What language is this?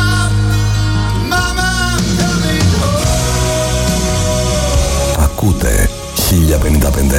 Greek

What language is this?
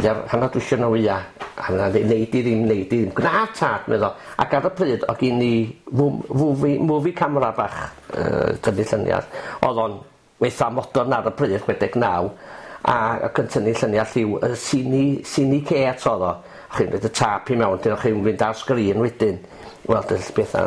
Welsh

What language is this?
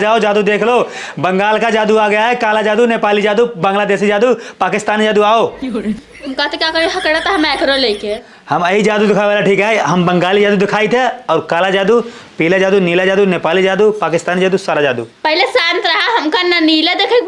Awadhi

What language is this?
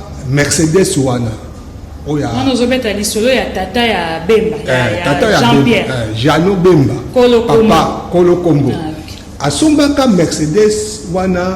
Lingala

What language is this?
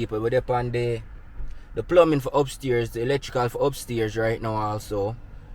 Jamaican Creole English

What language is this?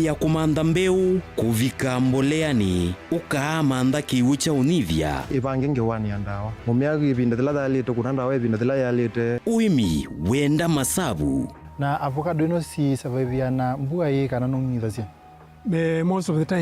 Kamba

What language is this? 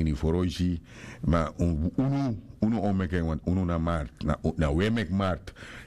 Sranan Tongo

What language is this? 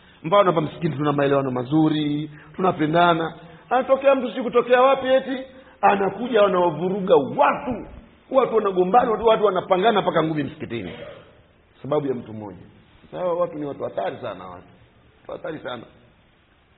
Swahili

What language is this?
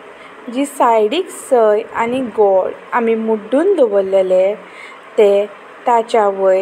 Konkani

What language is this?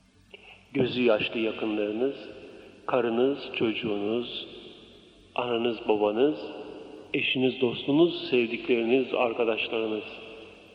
Turkish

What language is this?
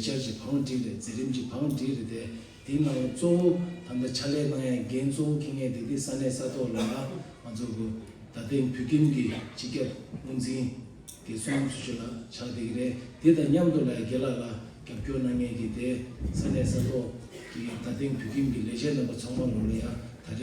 Tibetan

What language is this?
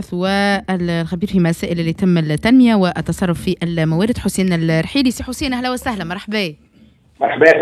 Tunisian Arabic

